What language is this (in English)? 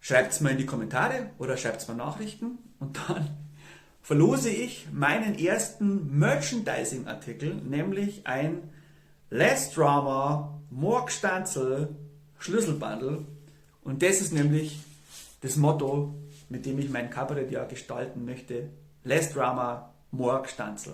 Bavarian